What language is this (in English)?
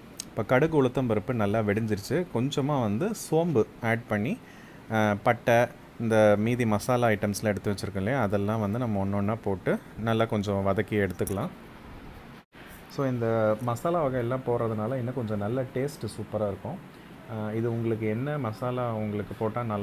Tamil